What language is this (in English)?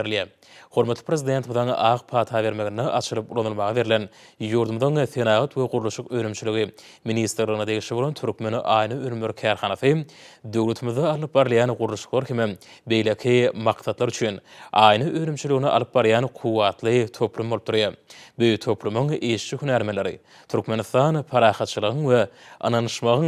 Turkmen